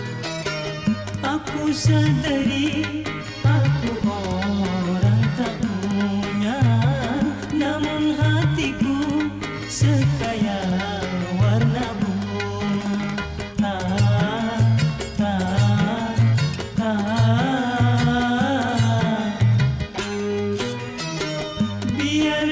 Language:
Malay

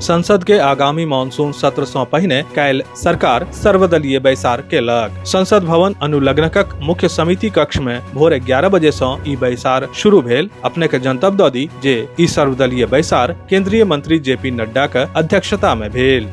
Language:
Maithili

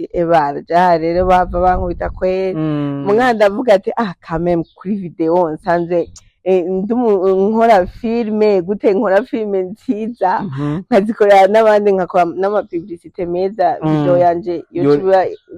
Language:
Rundi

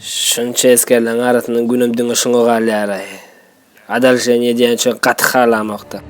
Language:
Turkmen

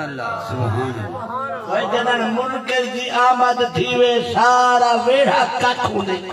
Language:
Saraiki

